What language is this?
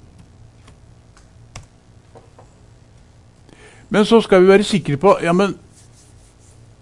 Norwegian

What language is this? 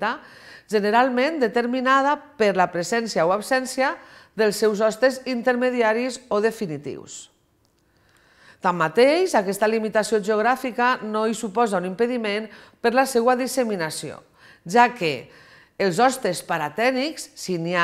Catalan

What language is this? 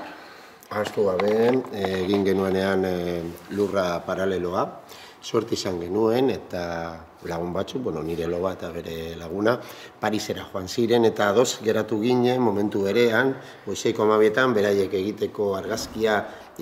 Basque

